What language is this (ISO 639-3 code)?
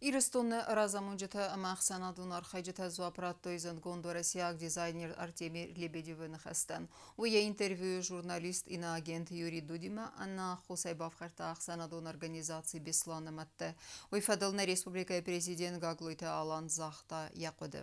oss